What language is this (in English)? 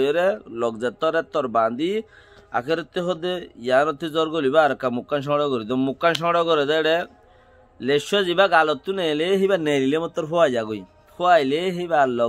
Rohingya